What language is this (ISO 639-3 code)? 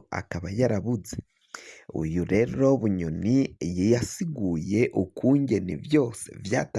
run